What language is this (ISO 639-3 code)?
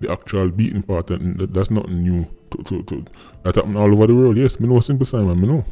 jam